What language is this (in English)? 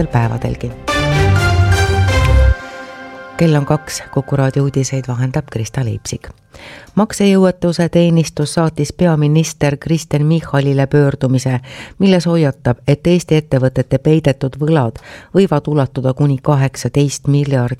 Estonian